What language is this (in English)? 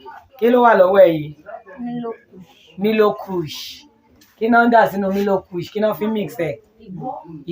Yoruba